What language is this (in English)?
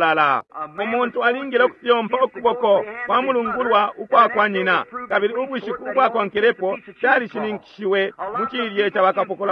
Bemba